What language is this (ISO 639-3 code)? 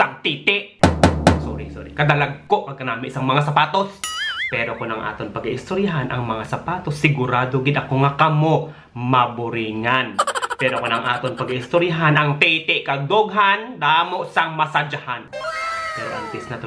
hil